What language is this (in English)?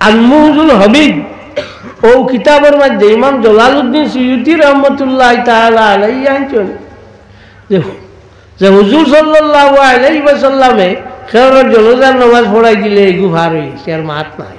Sylheti